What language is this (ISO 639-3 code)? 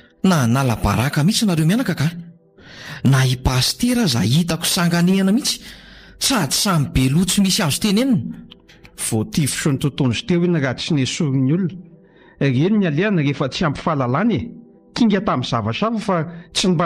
mlg